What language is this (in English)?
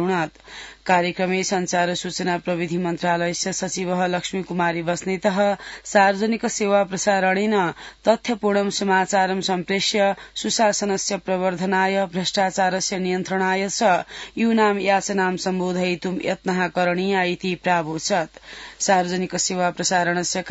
Sanskrit